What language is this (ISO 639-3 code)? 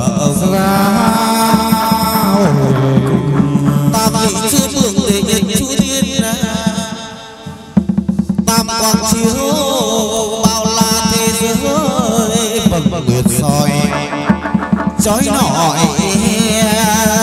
vie